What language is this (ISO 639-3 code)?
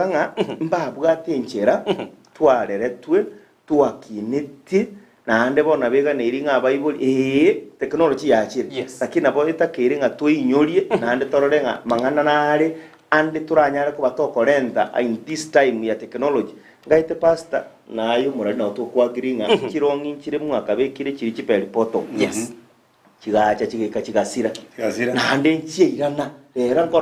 guz